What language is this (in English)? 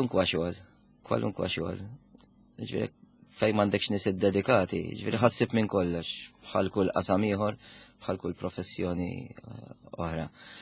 Maltese